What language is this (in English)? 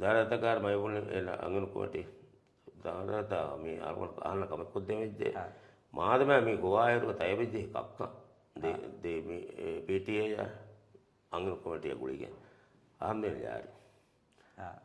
Divehi